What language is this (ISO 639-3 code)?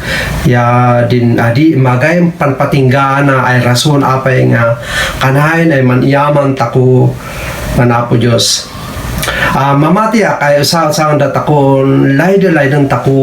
kne